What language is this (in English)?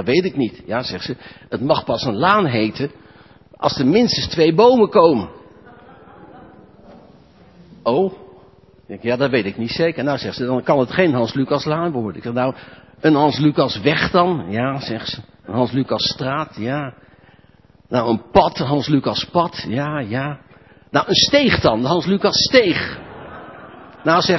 Dutch